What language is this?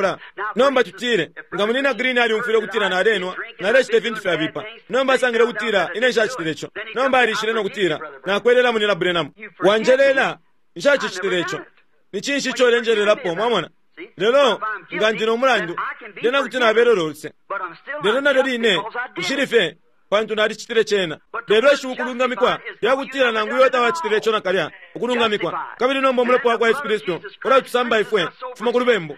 Bemba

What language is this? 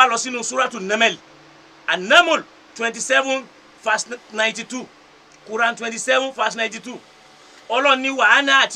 Yoruba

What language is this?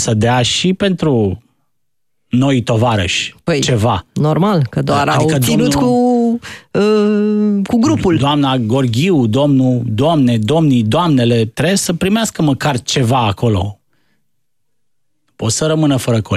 Romanian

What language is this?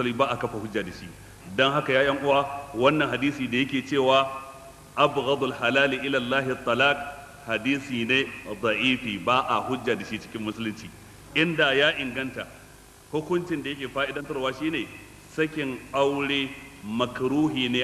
Hausa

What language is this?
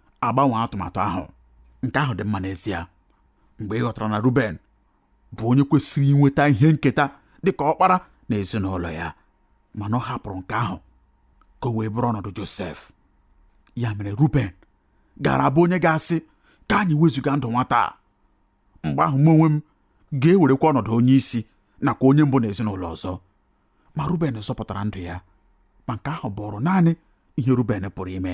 Igbo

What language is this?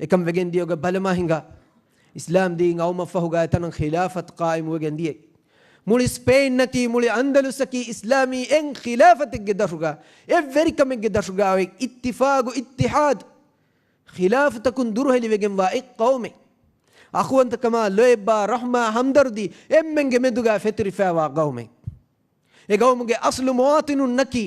Divehi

